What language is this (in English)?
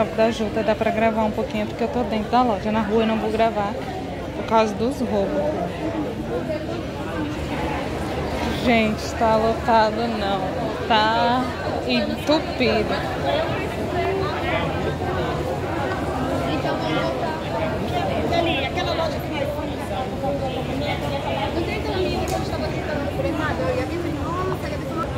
Portuguese